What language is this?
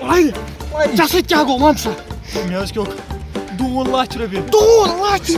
Kashmiri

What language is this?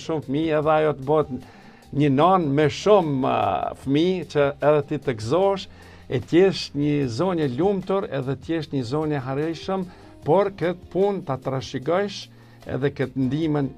Albanian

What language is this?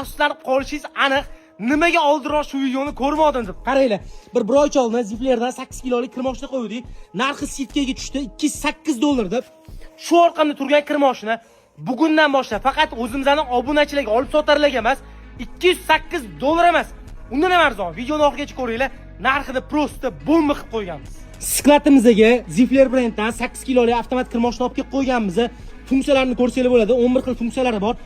Uzbek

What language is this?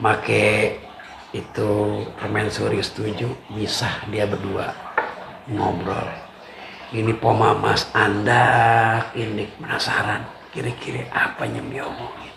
Betawi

